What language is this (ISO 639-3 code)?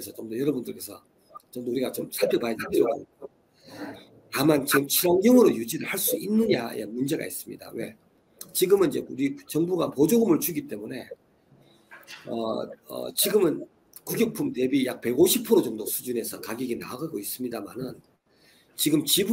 kor